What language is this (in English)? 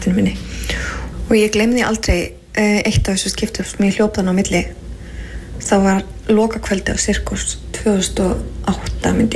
Icelandic